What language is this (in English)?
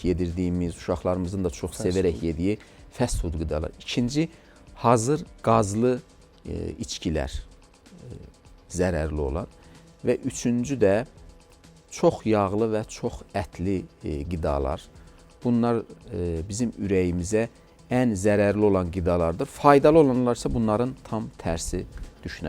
Azerbaijani